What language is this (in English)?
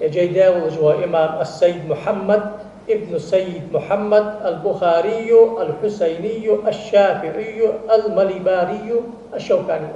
Ingush